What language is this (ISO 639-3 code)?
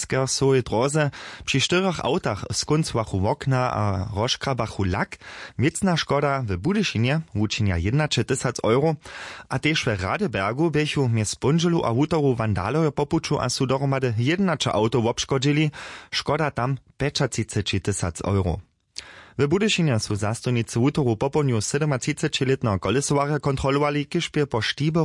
hsb